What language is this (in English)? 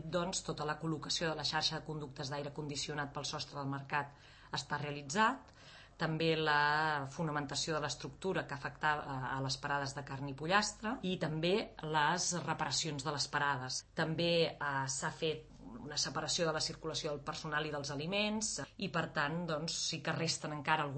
Catalan